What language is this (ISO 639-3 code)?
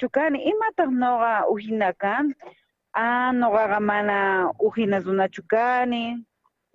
quh